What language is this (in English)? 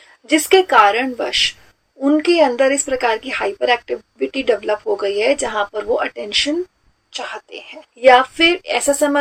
Hindi